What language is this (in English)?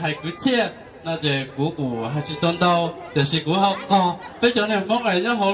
Hmong